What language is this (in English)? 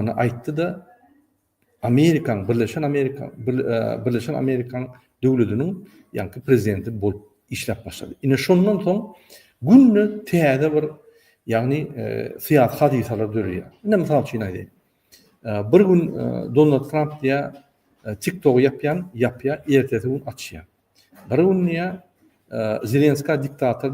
Turkmen